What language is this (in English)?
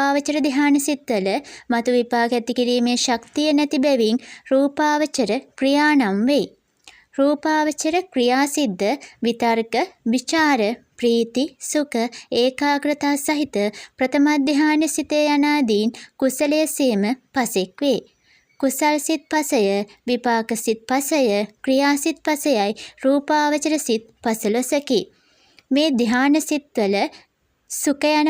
Sinhala